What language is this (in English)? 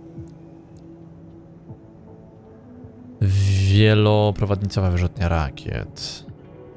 Polish